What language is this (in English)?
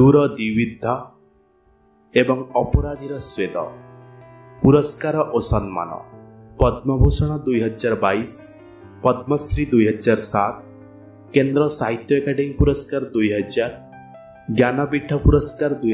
Odia